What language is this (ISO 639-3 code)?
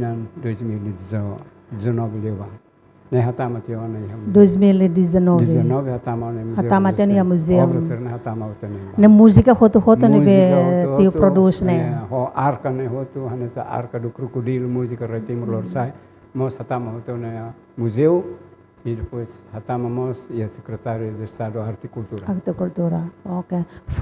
tet